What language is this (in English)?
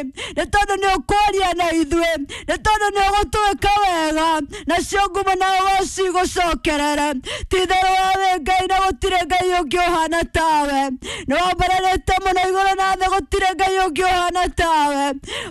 Kikuyu